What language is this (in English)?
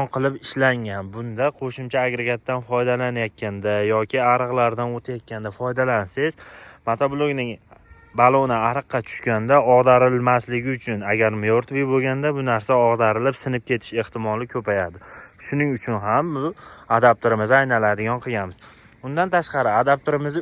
Uzbek